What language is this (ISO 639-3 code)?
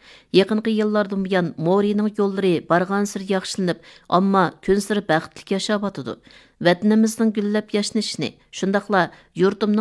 uig